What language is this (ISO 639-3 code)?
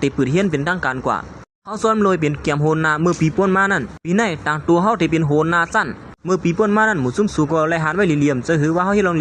shn